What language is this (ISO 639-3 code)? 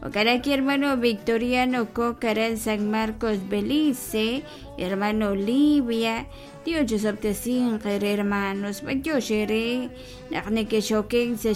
kek